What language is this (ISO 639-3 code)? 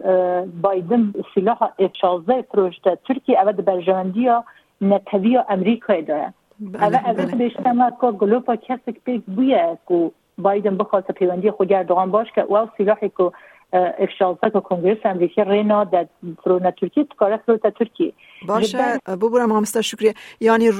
kur